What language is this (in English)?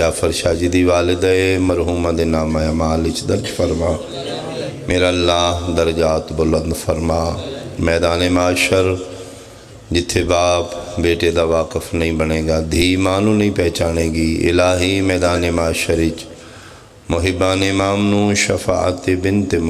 Pahari-Potwari